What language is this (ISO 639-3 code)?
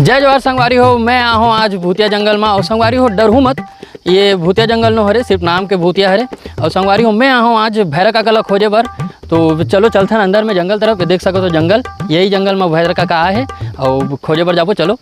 hne